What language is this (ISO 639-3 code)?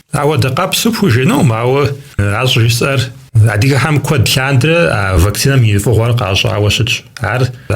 kbd